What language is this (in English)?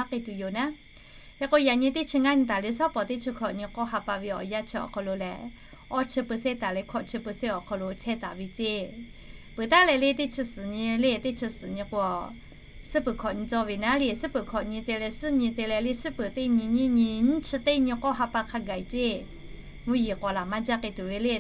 Lahu